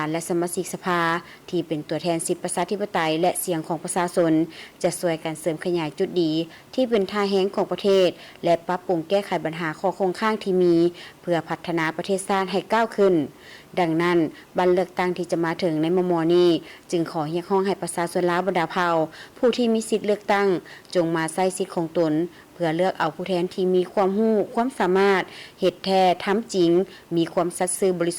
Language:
Lao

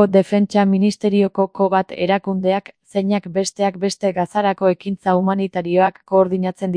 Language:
Basque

